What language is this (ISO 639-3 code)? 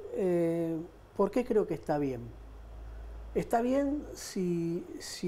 spa